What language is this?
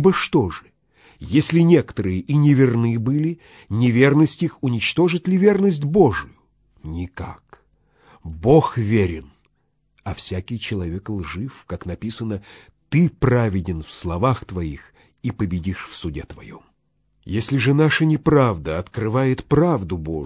Russian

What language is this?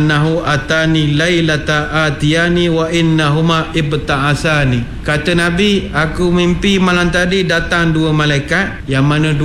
Malay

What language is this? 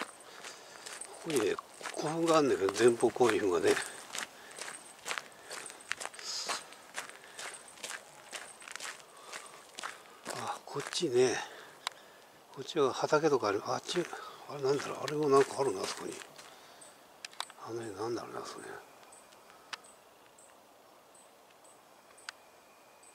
Japanese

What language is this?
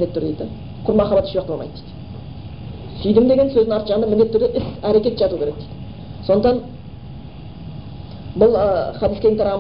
Kazakh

